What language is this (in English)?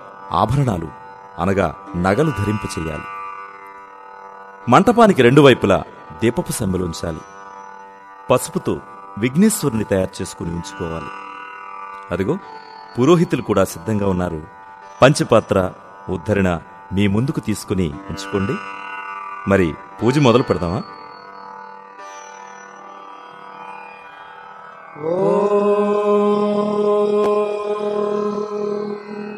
Telugu